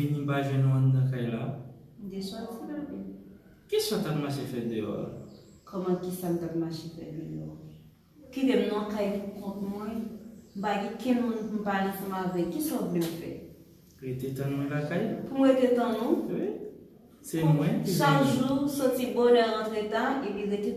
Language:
Haitian Creole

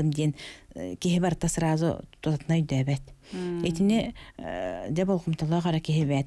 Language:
Yakut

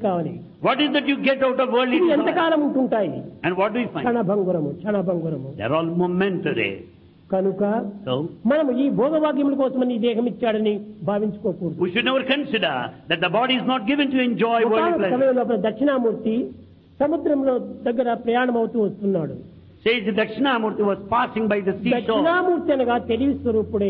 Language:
Telugu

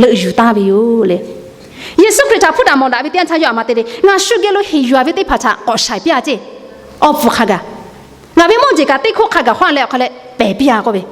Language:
Lahu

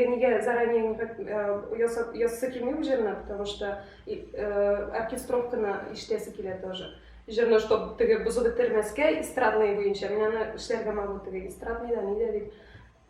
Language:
Tatar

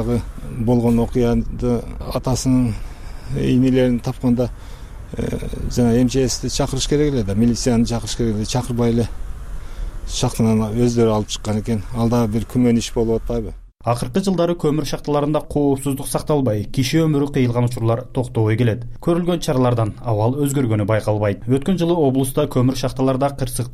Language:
Kyrgyz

